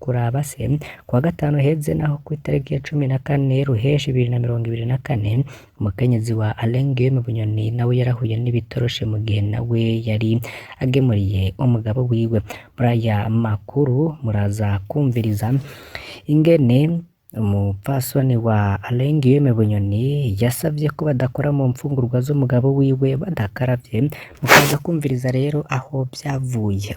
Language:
Rundi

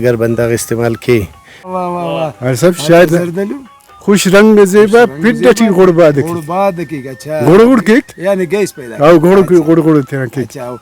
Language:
Brahui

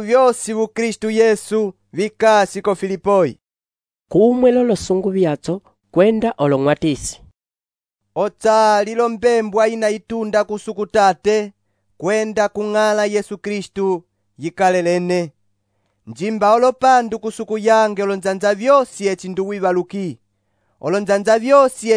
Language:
Umbundu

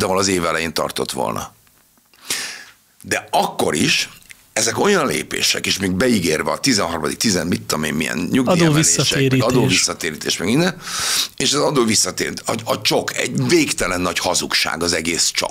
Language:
Hungarian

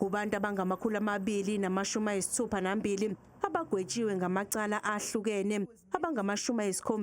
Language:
Zulu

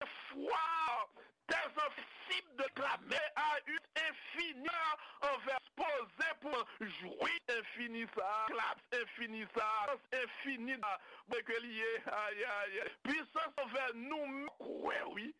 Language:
Haitian Creole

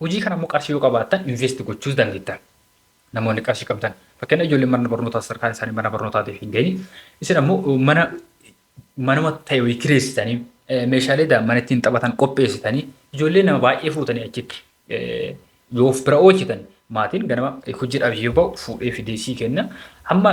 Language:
Oromo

